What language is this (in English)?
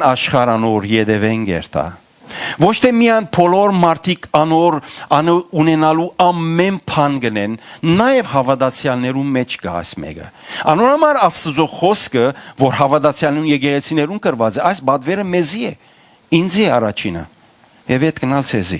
Western Armenian